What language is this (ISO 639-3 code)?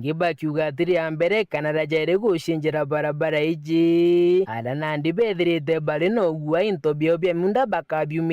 mer